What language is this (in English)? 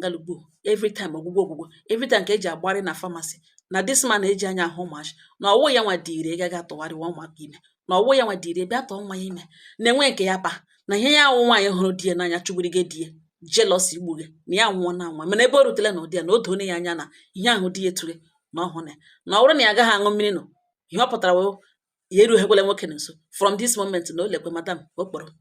Igbo